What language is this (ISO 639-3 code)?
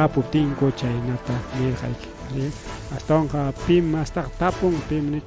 quy